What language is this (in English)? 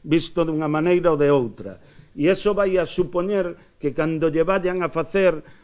Galician